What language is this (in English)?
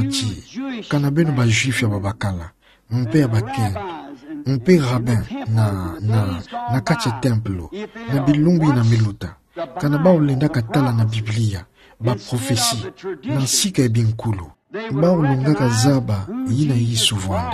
Kituba (Democratic Republic of Congo)